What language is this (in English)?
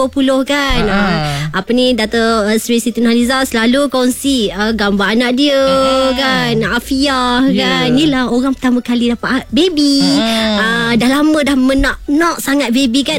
Malay